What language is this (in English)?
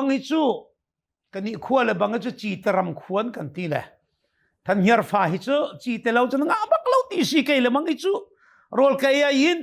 Hakha Chin